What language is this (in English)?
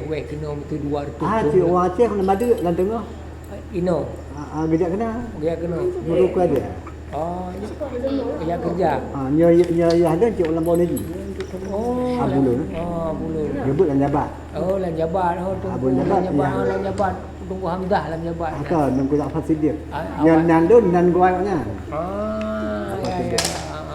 Achinese